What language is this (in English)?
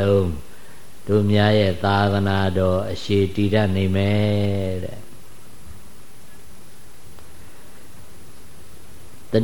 Burmese